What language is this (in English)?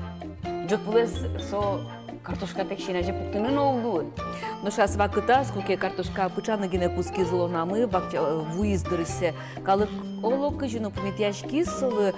Udmurt